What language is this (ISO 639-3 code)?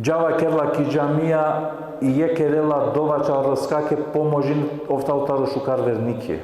rmn